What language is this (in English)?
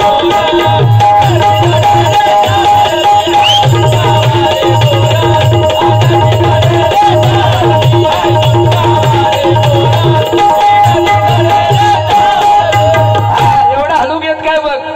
Marathi